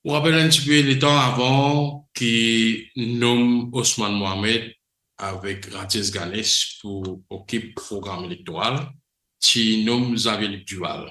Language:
Morisyen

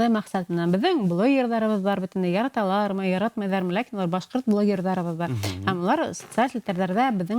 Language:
Bashkir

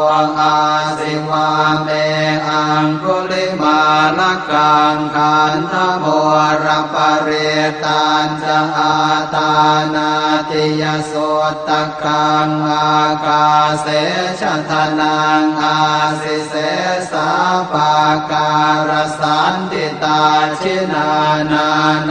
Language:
Pali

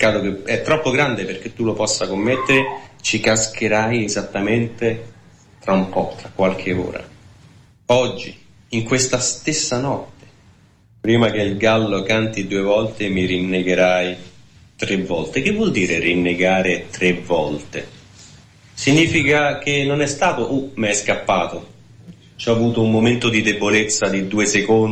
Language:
Italian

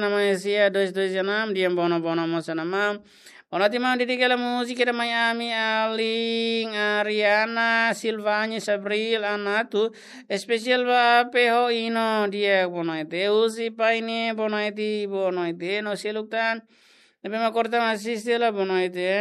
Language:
Tetum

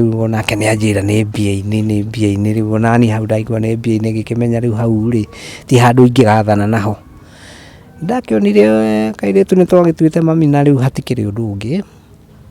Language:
Kikuyu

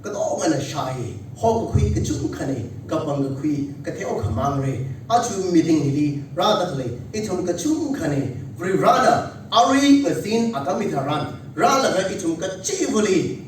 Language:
Tangkhul Naga (India)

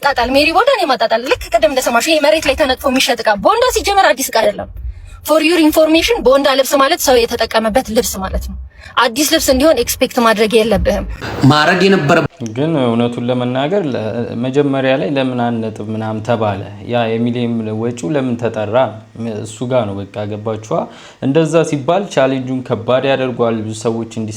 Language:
Amharic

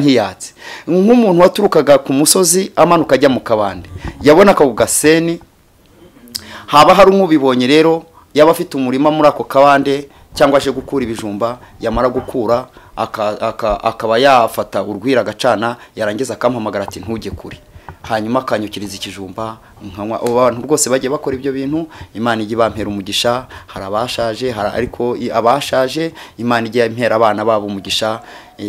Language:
Kinyarwanda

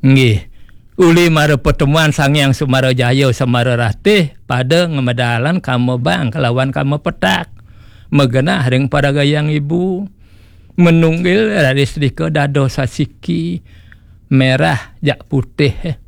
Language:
Balinese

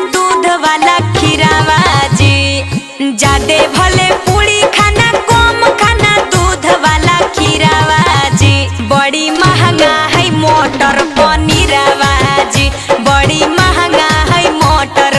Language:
Magahi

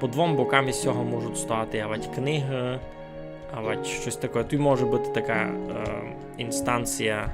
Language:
Rusyn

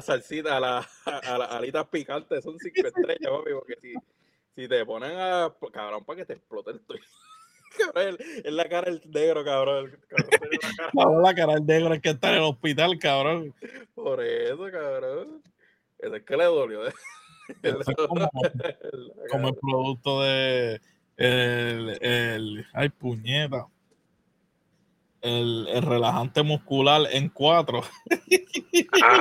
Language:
Spanish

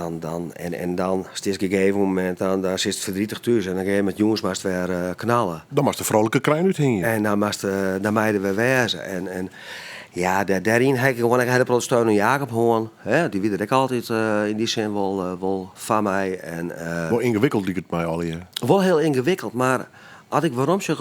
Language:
Western Frisian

